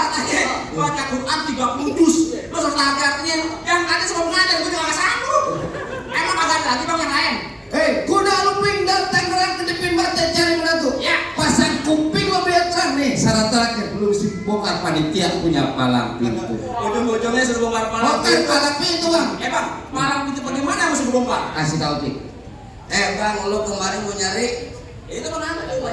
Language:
Betawi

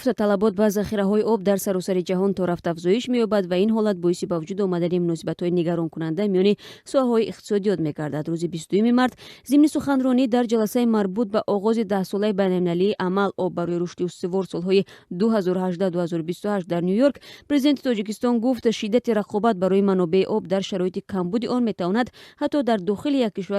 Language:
Tajik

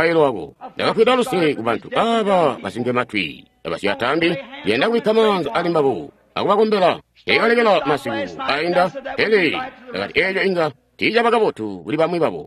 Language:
Tonga (Zambia)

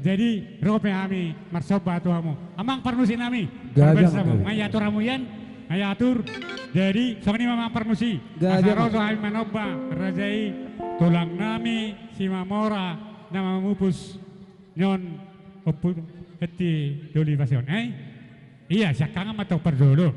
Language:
Batak Toba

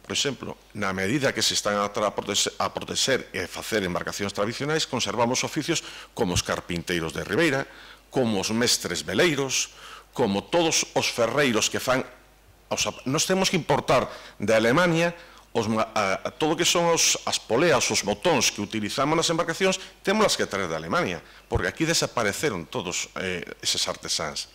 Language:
Galician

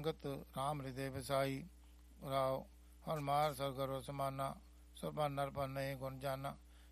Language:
Punjabi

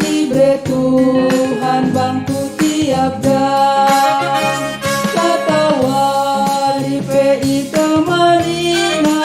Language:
Batak Karo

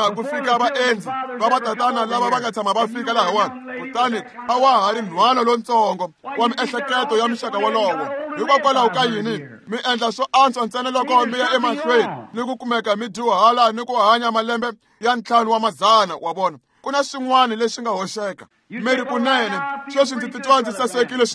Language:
Tsonga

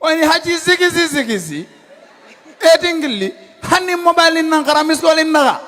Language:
Fula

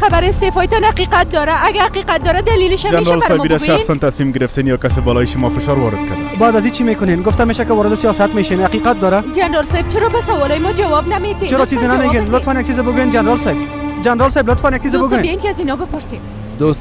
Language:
Persian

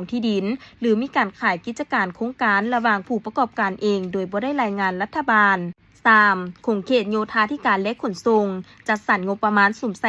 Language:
Lao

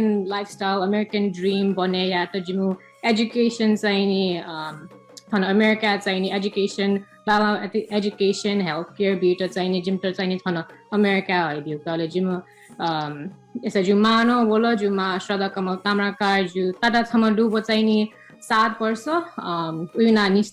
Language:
Newari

